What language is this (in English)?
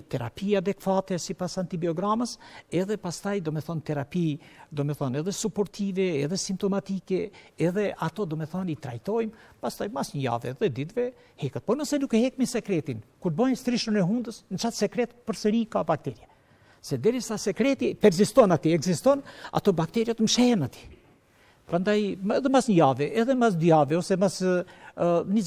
Albanian